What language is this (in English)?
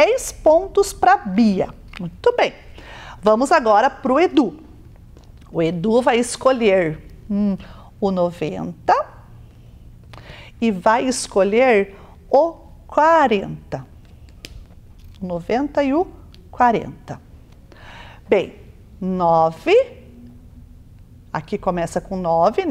Portuguese